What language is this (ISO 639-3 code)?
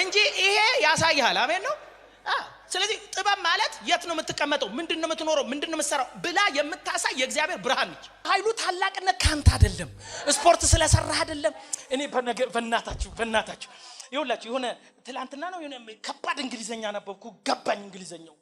amh